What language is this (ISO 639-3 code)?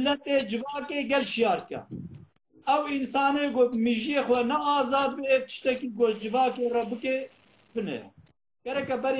kur